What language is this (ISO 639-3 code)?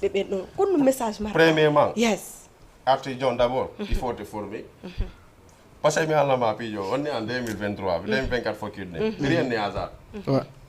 ful